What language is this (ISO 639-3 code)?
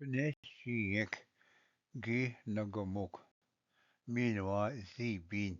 oji